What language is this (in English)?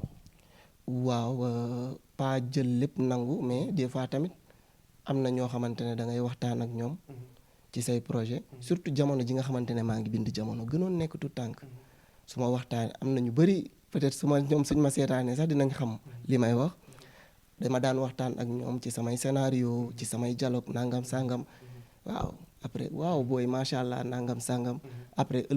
Wolof